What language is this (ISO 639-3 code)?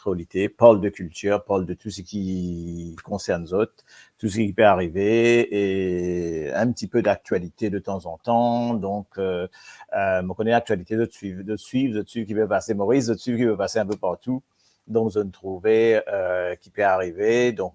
mfe